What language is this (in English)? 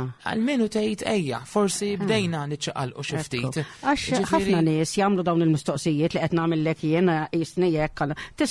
Maltese